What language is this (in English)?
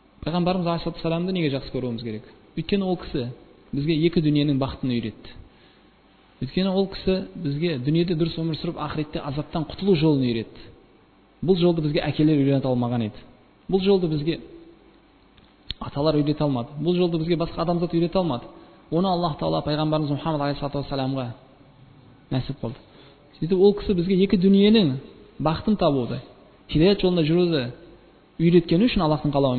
Kazakh